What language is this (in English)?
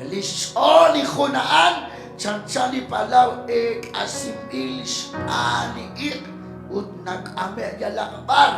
Kekchí